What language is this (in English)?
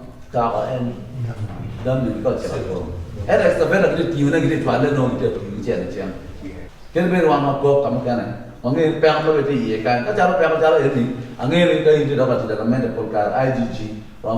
Acoli